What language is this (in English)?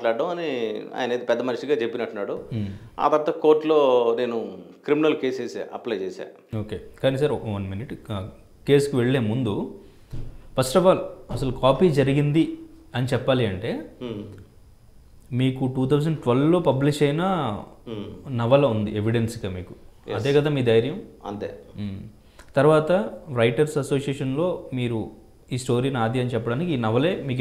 Telugu